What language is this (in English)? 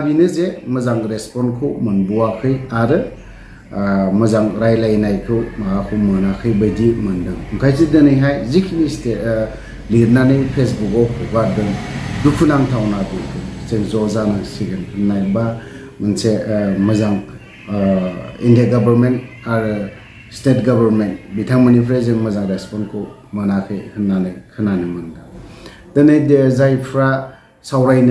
Bodo